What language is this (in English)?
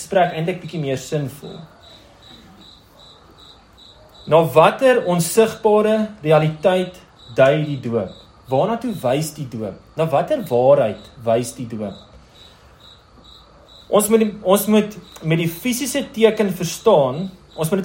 Afrikaans